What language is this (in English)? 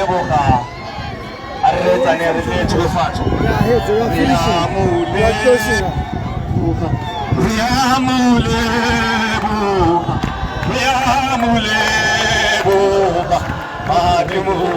Tswana